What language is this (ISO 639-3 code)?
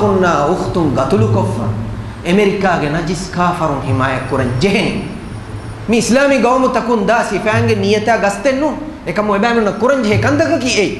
div